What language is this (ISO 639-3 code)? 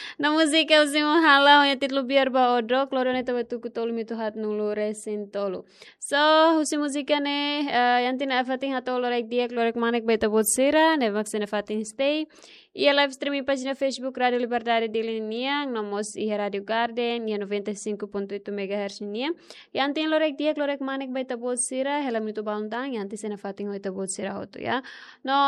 tet